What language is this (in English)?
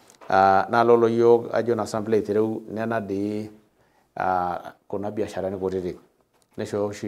Masai